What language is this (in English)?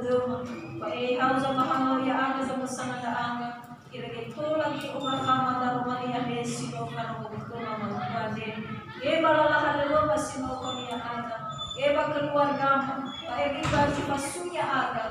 Nias